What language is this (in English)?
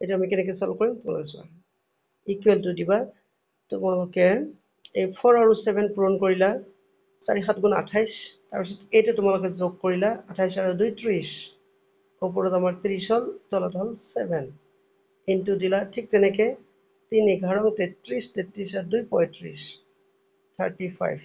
Assamese